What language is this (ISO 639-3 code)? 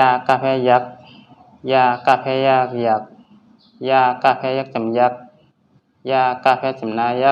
shn